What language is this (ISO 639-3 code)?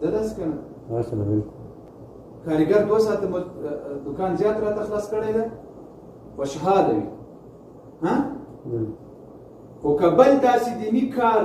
pus